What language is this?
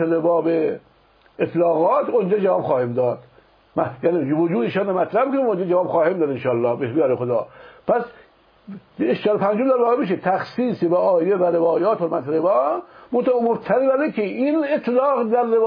Persian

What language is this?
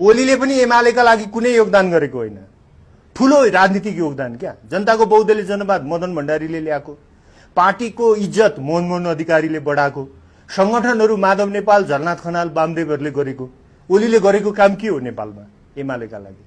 Nepali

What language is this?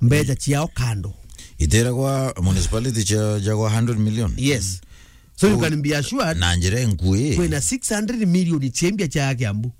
Meru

